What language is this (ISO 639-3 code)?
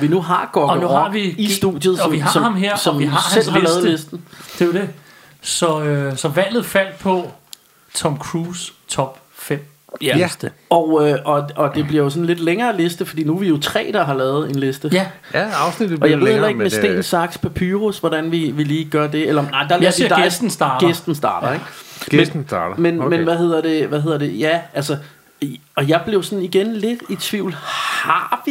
dan